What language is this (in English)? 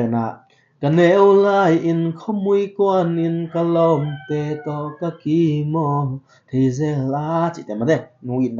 Tedim Chin